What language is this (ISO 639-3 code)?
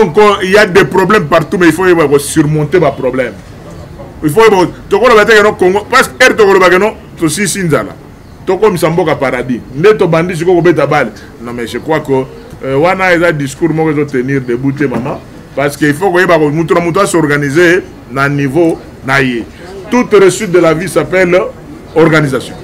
lin